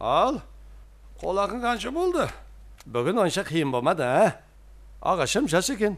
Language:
Kara-Kalpak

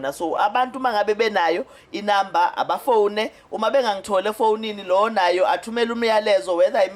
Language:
Zulu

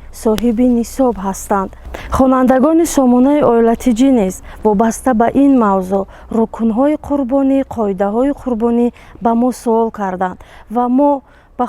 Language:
Tajik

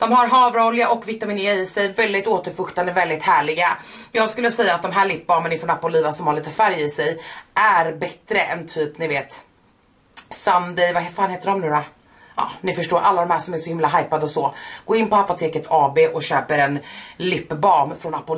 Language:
Swedish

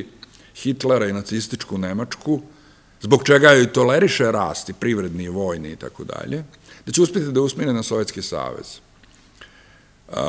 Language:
Serbian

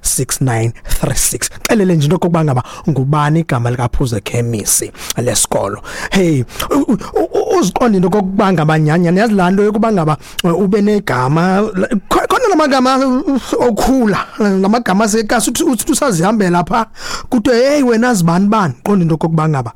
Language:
Xhosa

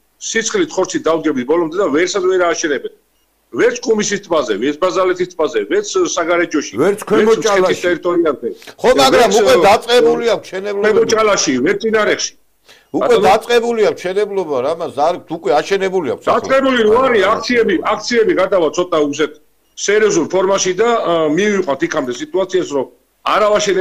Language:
Georgian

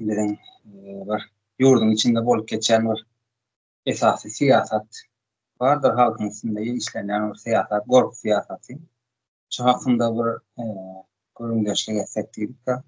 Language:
Turkmen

